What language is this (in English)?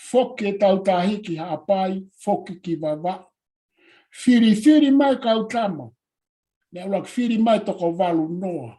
Tongan